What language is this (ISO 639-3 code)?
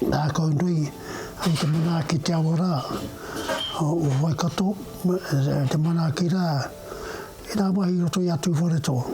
mri